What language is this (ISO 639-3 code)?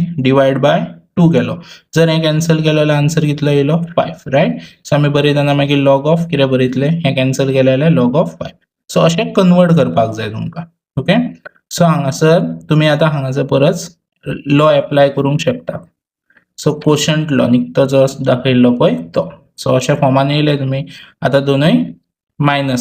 kok